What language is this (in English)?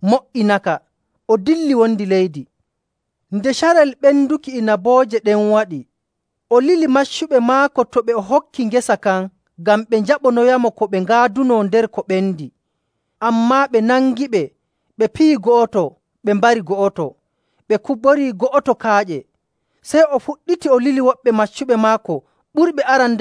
Nigerian Fulfulde